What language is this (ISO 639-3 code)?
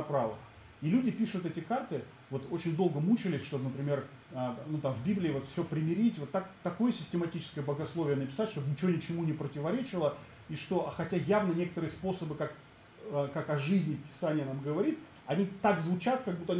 rus